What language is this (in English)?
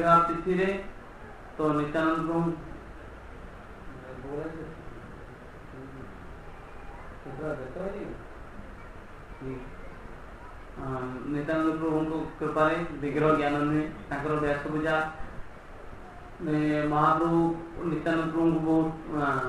Odia